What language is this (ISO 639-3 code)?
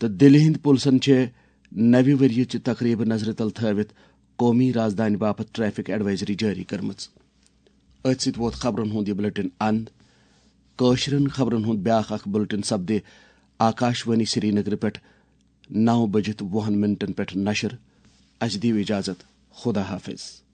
kas